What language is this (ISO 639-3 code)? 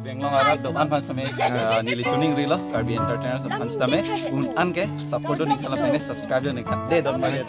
mjw